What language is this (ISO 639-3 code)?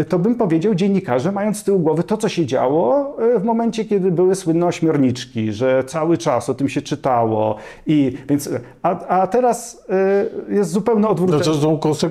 pol